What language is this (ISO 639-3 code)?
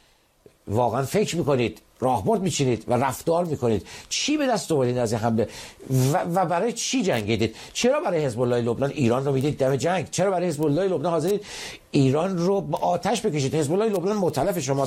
fas